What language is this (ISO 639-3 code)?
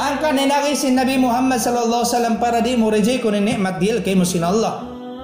tsg